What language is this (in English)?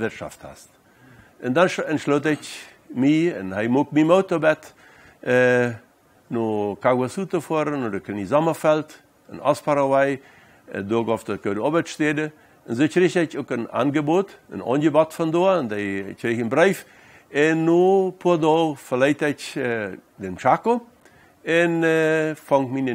Plautdietsch